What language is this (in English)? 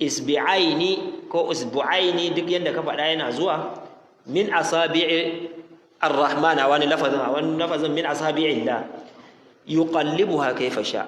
Hausa